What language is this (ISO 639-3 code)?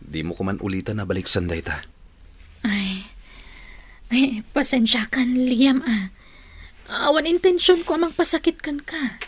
ilo